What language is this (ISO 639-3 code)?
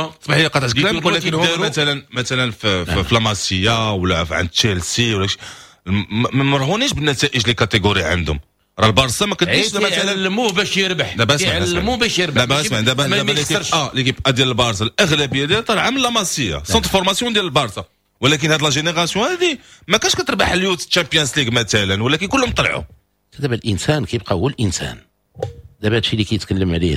ary